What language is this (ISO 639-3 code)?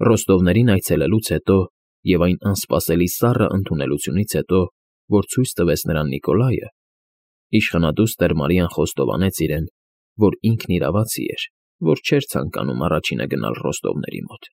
hye